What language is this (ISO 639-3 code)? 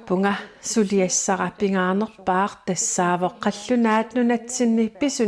kal